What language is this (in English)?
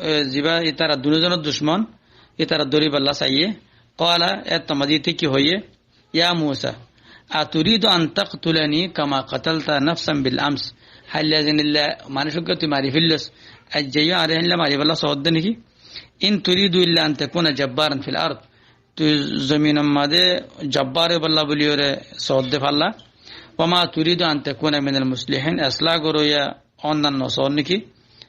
Rohingya